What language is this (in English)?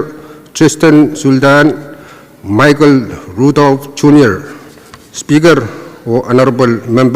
Pohnpeian